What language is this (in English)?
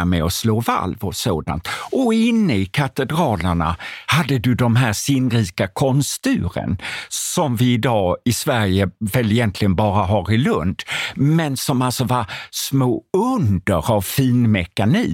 Swedish